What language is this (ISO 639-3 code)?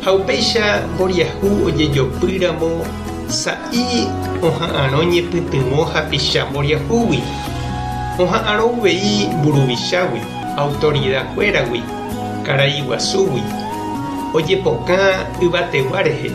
grn